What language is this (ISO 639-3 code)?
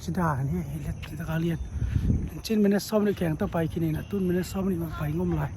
ctd